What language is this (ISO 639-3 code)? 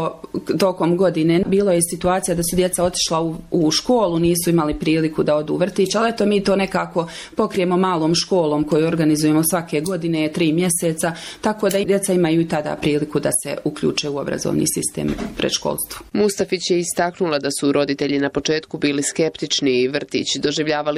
bos